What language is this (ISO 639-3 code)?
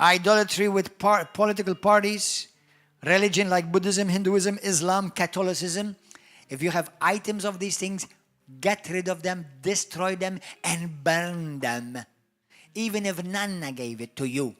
eng